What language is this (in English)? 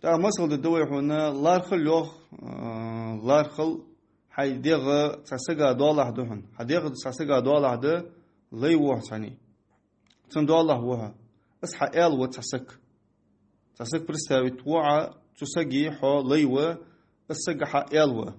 Ingush